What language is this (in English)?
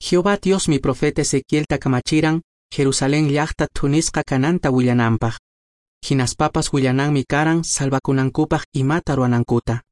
Quechua